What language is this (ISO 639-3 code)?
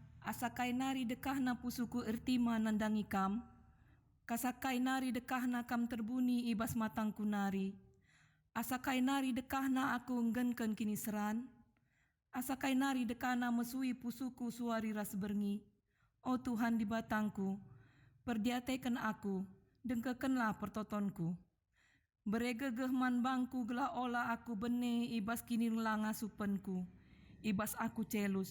btx